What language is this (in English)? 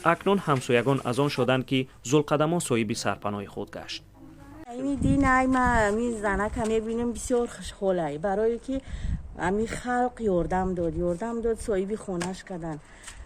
Tajik